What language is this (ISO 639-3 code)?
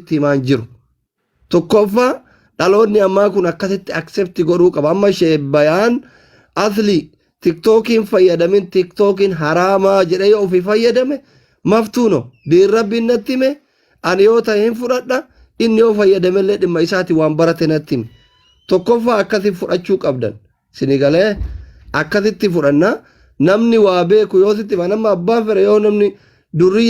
orm